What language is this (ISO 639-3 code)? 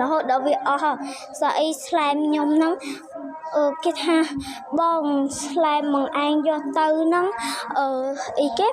khm